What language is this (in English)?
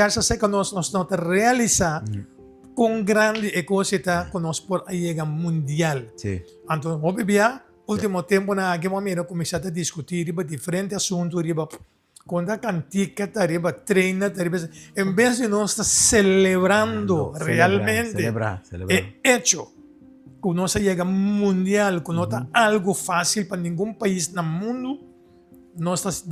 Papiamento